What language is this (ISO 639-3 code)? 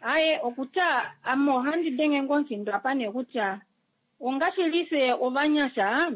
kua